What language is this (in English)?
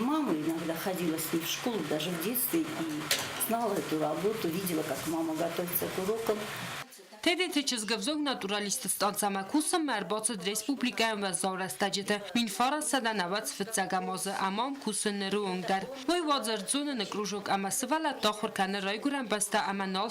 Ossetic